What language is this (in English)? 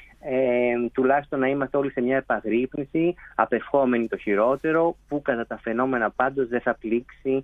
Greek